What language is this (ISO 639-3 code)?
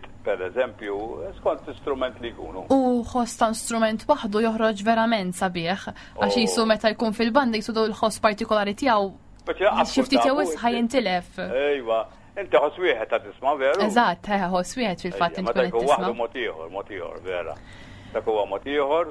mlt